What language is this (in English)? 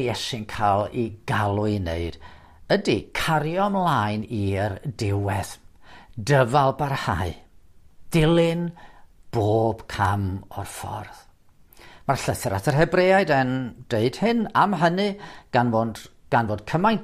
Welsh